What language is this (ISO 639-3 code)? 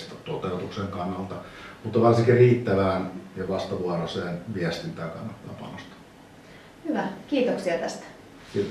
fin